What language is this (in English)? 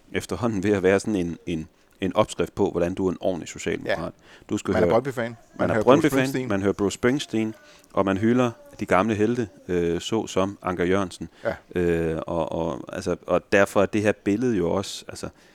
Danish